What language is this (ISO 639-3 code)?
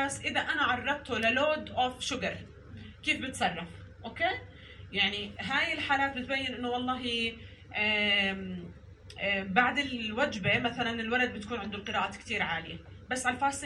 apc